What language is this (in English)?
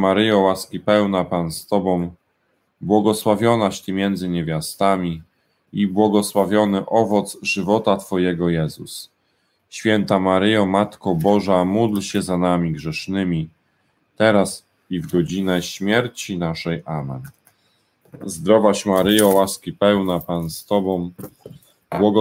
Polish